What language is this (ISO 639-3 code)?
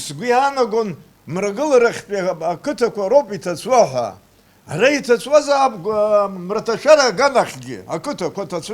abk